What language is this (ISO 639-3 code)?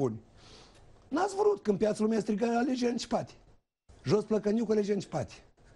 ron